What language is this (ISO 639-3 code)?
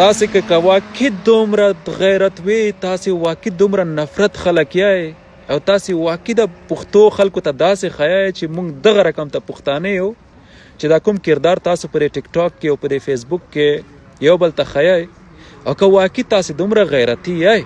pus